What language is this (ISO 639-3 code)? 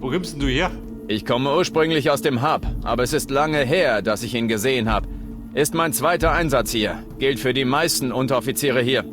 bar